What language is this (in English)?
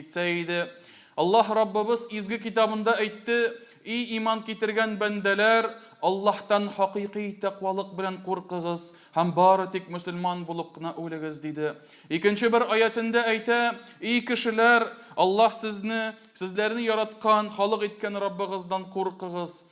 Tatar